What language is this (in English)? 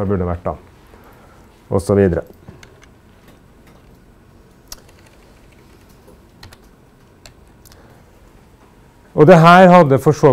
Norwegian